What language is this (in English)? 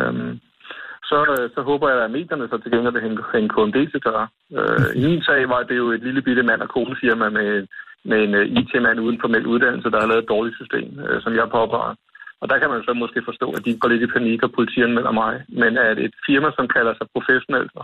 Danish